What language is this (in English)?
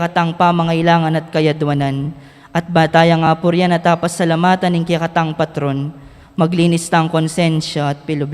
Pampanga